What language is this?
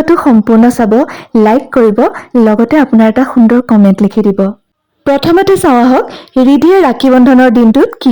Assamese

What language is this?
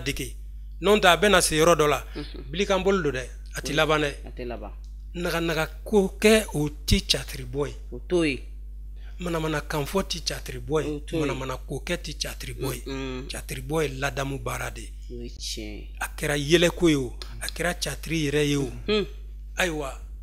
Bambara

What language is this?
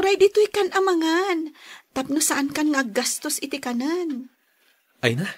Iloko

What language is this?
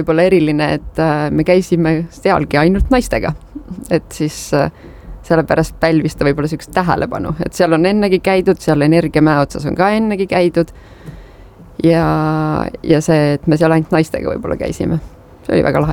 Estonian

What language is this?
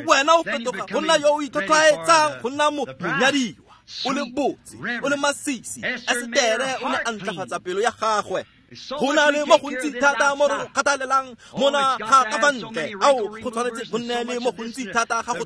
Tswana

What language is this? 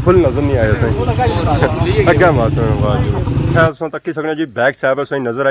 Pahari-Potwari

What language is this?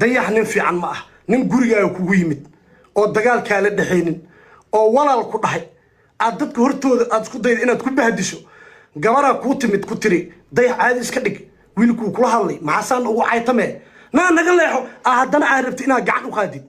Somali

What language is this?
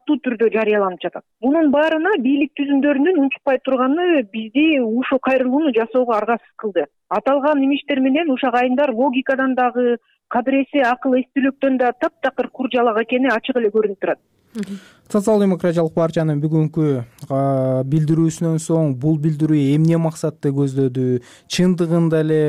Kyrgyz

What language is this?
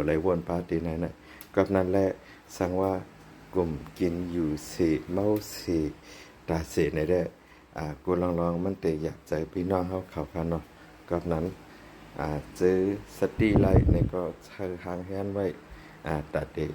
Shan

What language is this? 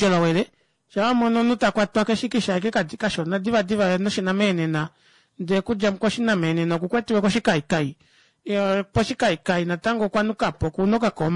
Kuanyama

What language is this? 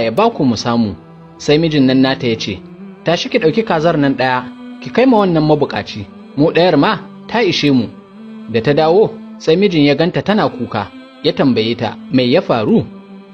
Hausa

